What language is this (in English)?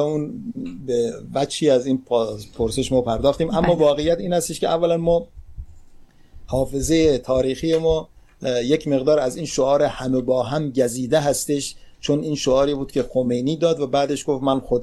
Persian